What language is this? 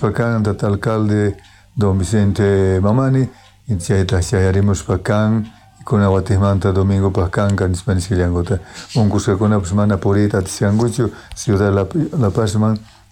South Bolivian Quechua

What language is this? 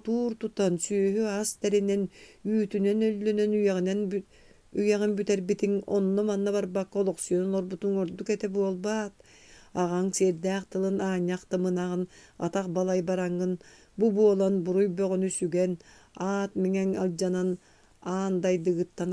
Yakut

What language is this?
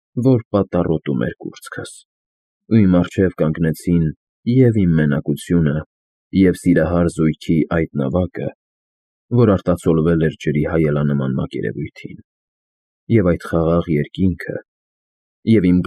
Armenian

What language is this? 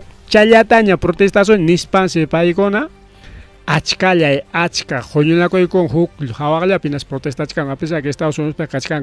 Ayacucho Quechua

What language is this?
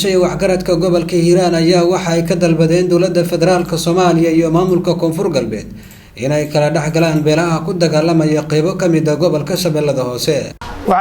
Somali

